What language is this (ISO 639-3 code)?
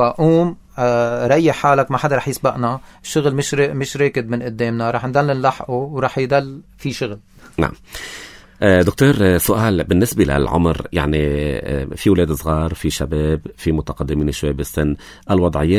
apc